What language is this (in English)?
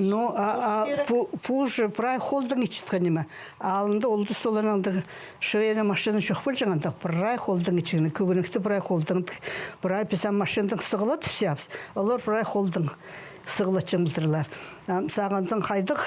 Khakas